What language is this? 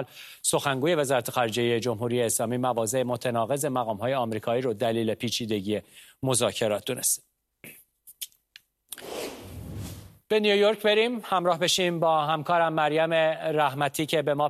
Persian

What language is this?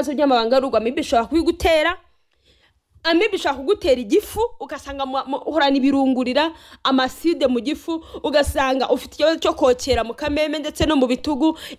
Kinyarwanda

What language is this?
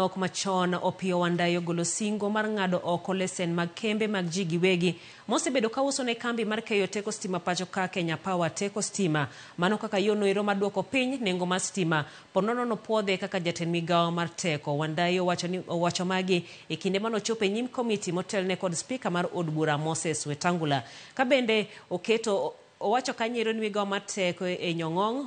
Luo (Kenya and Tanzania)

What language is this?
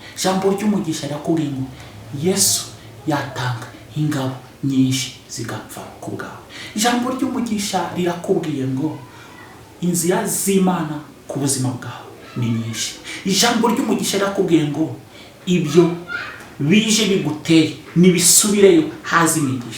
Kinyarwanda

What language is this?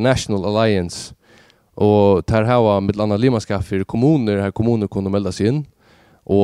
Faroese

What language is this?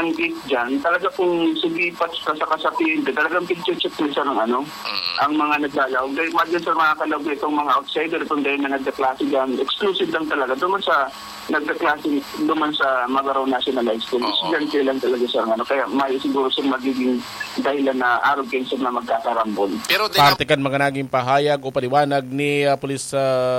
Bikol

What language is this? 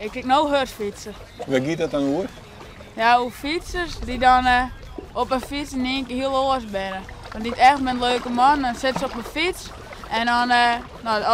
Western Frisian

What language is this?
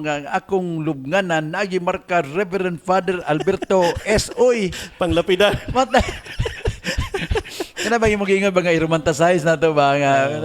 Cebuano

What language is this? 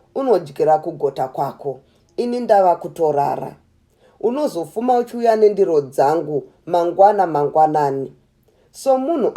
Shona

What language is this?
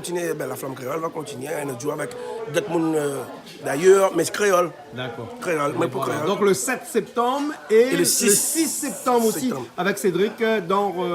Réunion Creole French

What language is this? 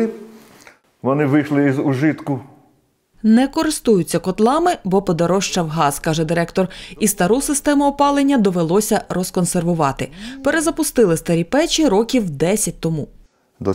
Ukrainian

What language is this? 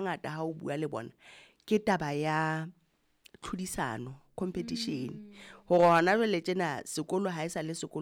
Southern Sotho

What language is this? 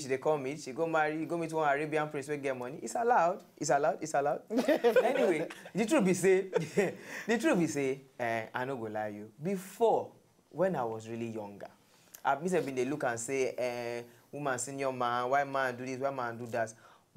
Nigerian Pidgin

